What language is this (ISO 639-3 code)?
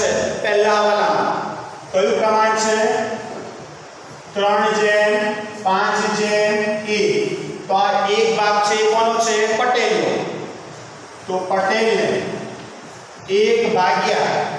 guj